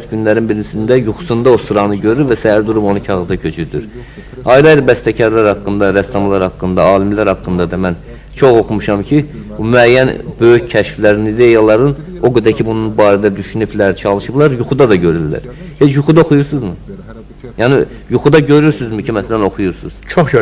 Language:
Azerbaijani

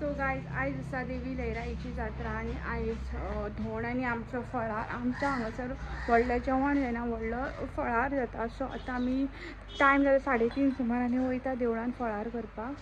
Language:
Konkani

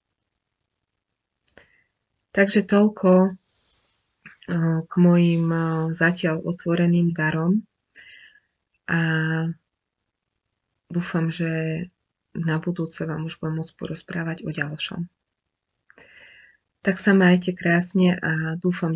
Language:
Slovak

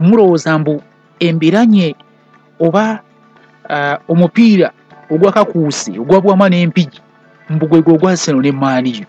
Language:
Ganda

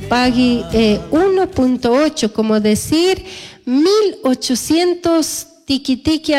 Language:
Chimborazo Highland Quichua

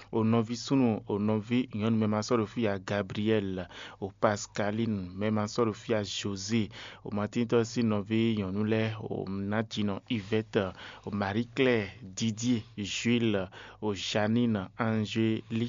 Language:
Fon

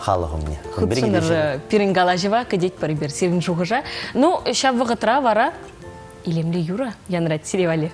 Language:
Chuvash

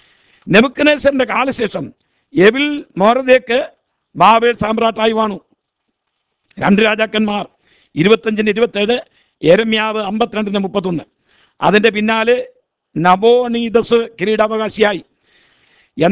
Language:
Malayalam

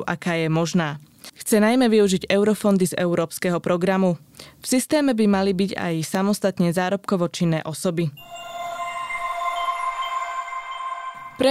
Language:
Slovak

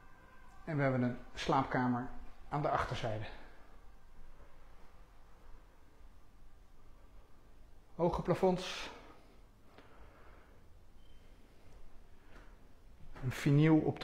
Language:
Dutch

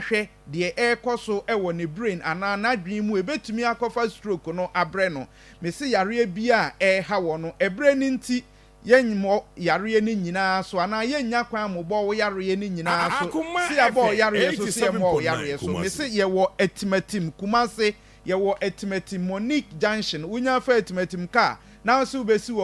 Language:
Akan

